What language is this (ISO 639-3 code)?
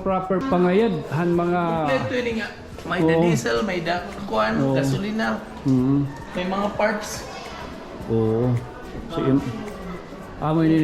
war